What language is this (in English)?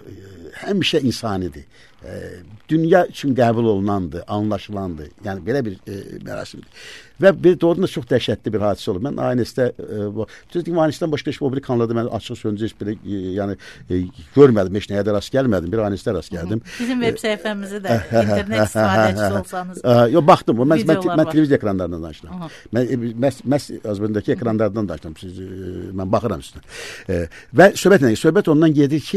Azerbaijani